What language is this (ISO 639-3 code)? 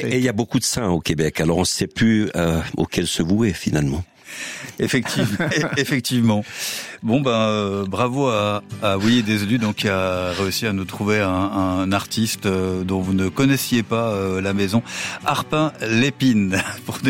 fra